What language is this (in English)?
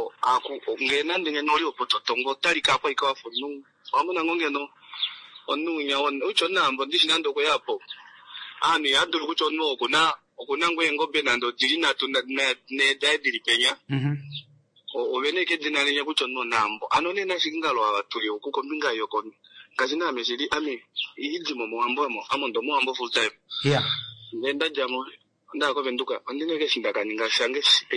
Kuanyama